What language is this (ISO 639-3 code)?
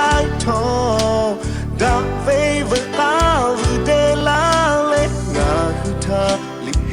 lhu